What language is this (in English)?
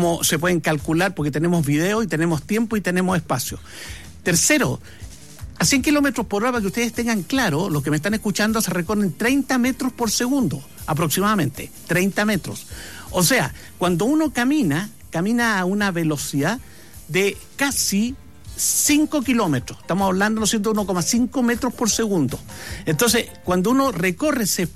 Spanish